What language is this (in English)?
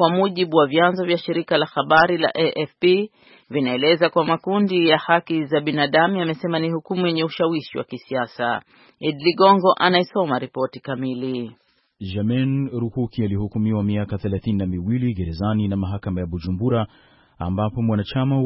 Swahili